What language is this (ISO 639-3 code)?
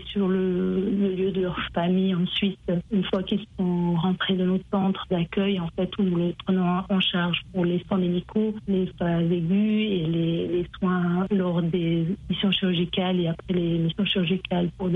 fra